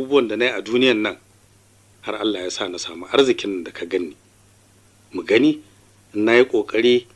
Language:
Hausa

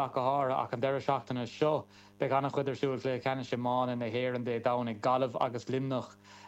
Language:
Irish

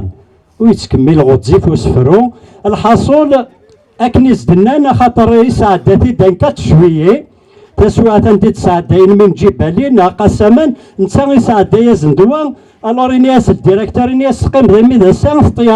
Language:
Kabyle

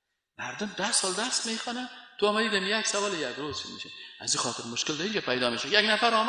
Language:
Persian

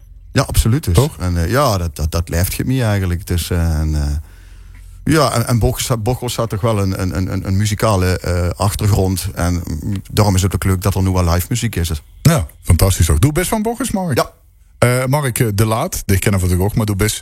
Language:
Limburgish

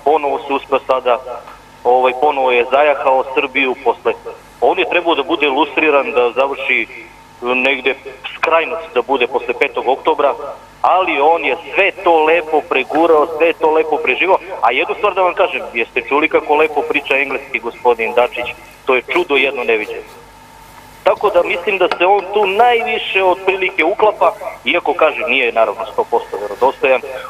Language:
Serbian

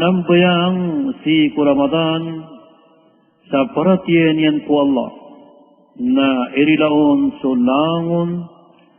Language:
Maranao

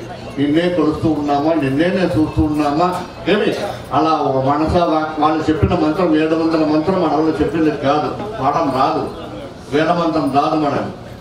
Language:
Telugu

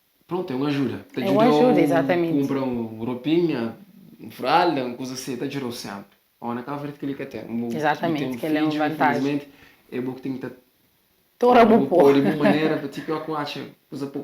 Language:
Kabuverdianu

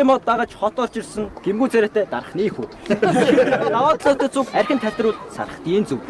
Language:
Mongolian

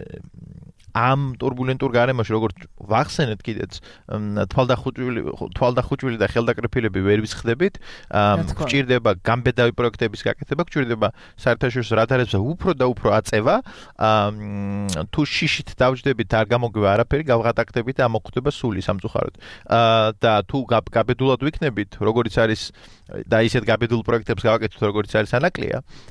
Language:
Georgian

